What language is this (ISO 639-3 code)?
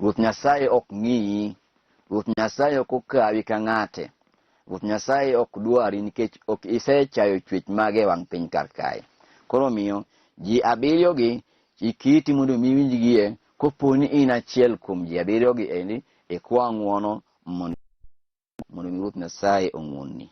luo